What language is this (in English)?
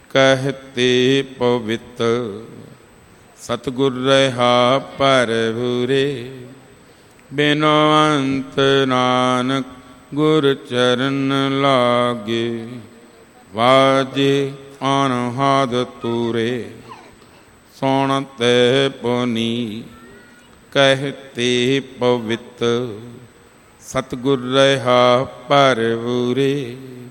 Punjabi